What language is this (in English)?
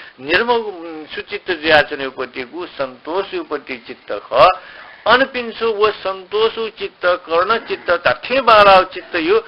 Newari